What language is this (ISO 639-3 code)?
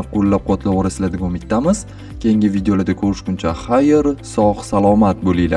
uzb